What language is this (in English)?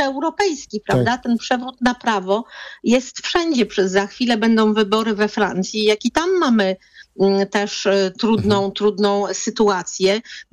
Polish